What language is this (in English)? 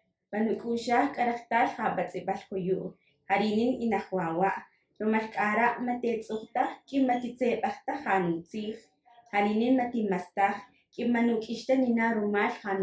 Tz'utujil